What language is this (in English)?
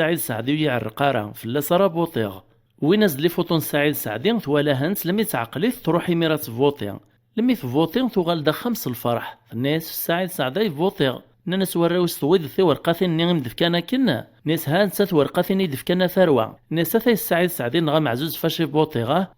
Kabyle